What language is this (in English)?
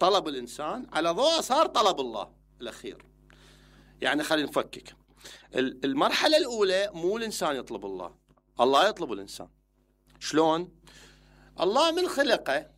Mesopotamian Arabic